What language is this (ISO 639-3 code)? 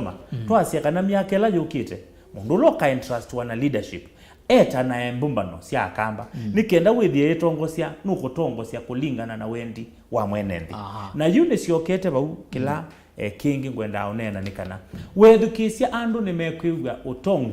kam